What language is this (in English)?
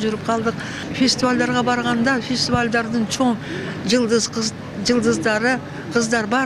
Kyrgyz